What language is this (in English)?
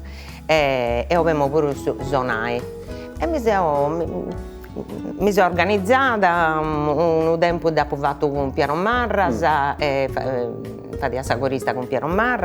Sardinian